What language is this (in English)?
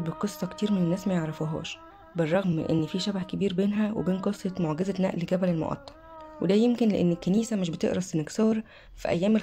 Egyptian Arabic